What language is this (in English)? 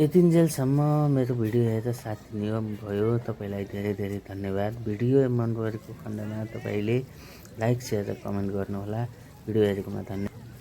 Nepali